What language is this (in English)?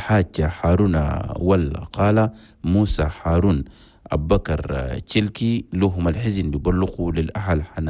Chadian Arabic